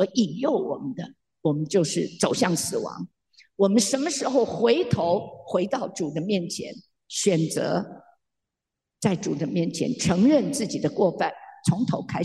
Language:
Chinese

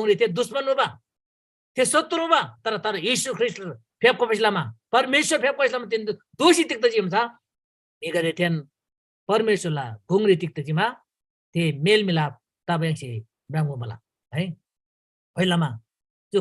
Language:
Eastern Tamang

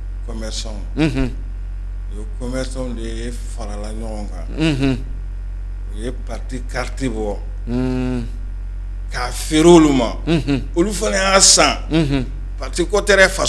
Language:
Bambara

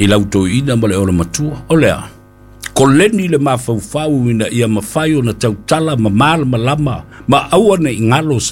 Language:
Samoan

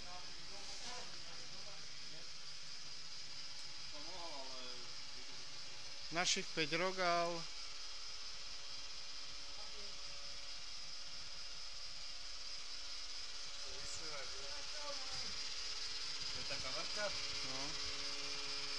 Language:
Slovak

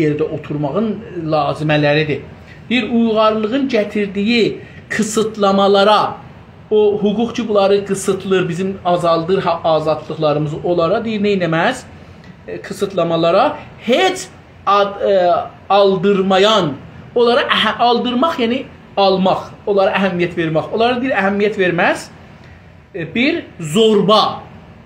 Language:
South Azerbaijani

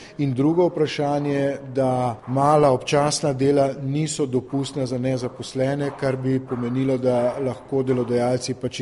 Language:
Slovenian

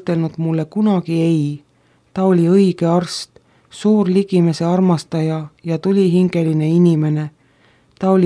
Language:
Estonian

